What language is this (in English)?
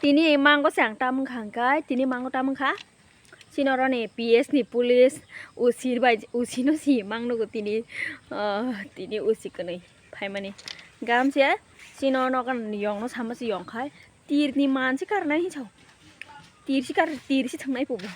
Kok Borok